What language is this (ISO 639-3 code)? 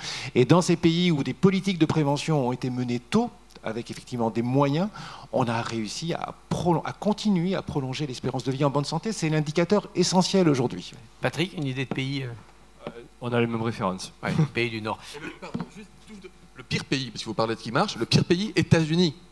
fra